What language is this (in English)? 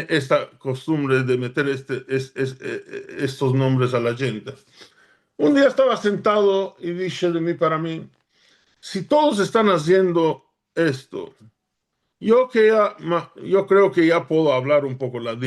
Ladino